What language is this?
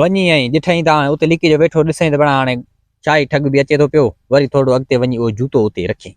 Sindhi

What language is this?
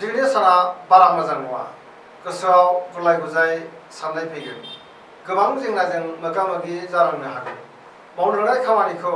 Bodo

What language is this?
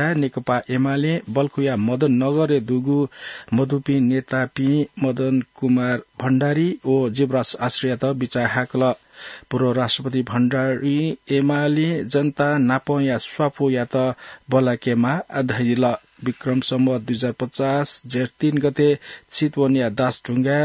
Newari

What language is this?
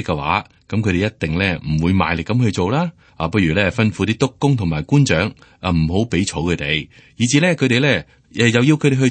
Cantonese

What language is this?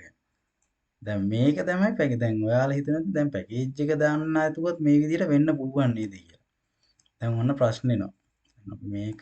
Sinhala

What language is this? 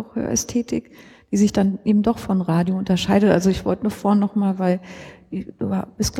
German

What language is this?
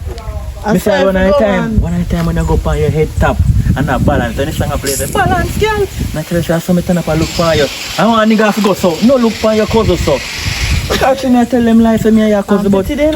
Jamaican Creole English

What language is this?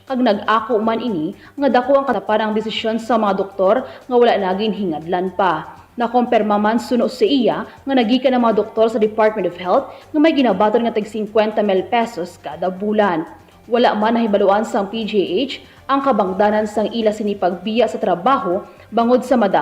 Hiligaynon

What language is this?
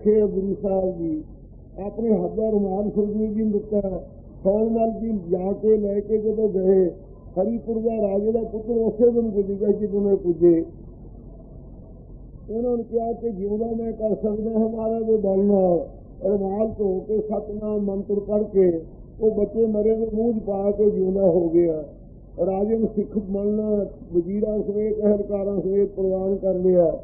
Punjabi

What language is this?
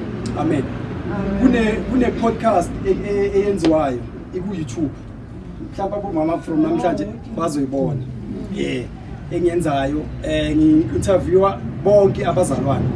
Zulu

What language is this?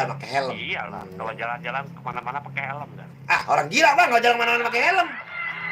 Betawi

